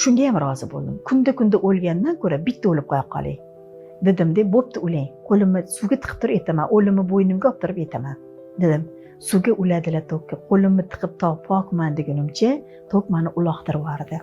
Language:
Uzbek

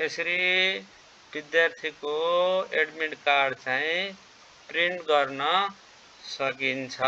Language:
Nepali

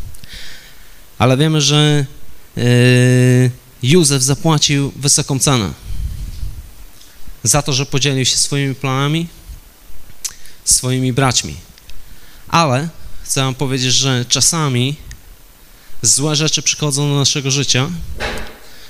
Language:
Polish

